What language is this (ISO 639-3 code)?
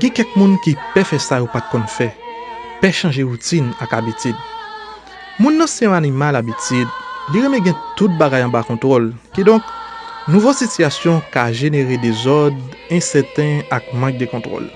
hat